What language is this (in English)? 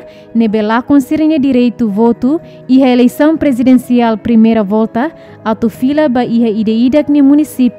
Tetum